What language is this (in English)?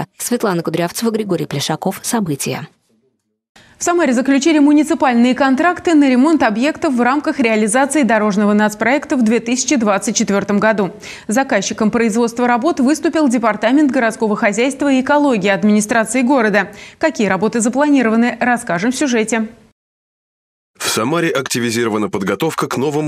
Russian